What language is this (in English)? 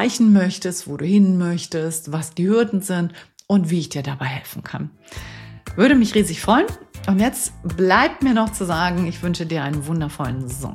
German